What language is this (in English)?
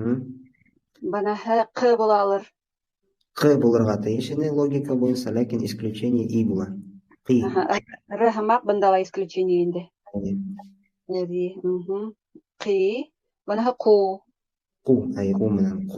Bashkir